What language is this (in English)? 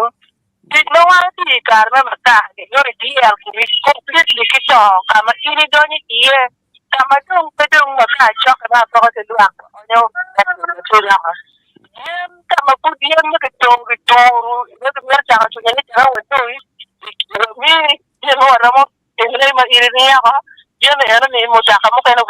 Acoli